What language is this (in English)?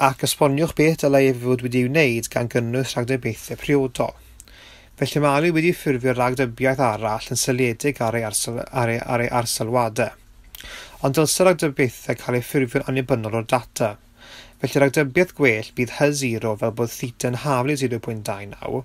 Welsh